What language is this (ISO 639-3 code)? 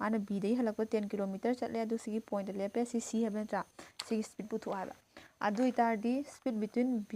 mni